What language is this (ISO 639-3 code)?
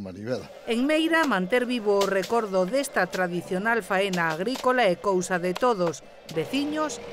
glg